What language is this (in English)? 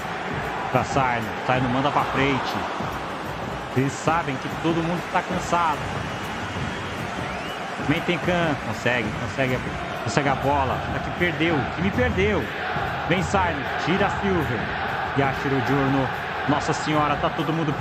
Portuguese